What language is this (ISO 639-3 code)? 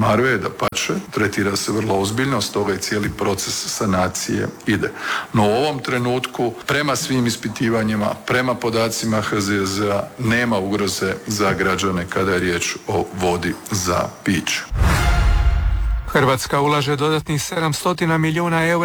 hrv